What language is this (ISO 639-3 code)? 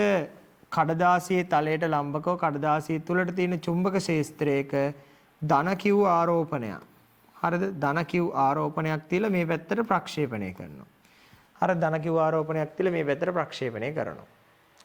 sin